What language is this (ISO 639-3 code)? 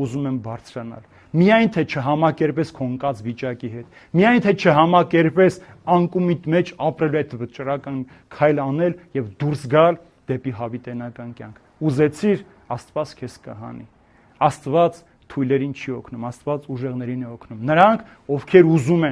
hye